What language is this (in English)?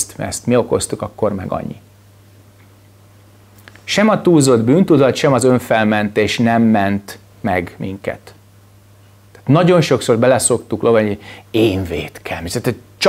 Hungarian